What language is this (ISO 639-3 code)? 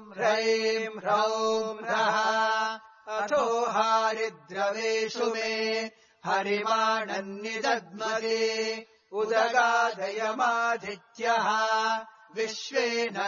san